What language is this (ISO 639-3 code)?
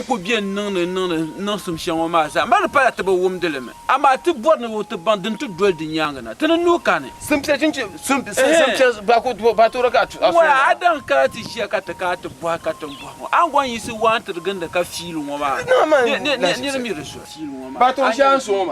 dag